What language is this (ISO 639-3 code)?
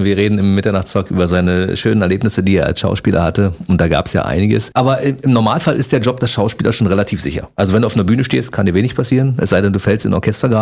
deu